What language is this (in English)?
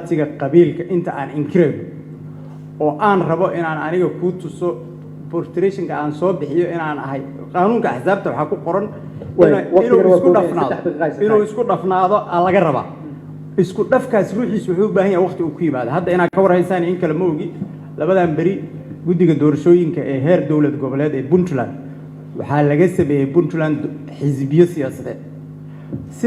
Somali